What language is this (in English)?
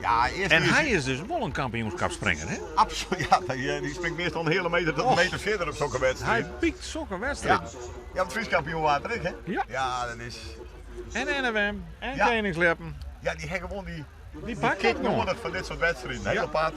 Western Frisian